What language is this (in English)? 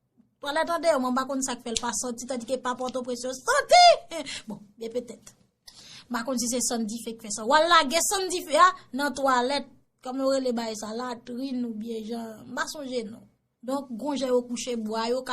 Haitian Creole